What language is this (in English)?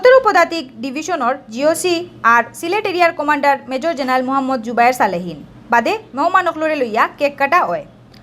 Sylheti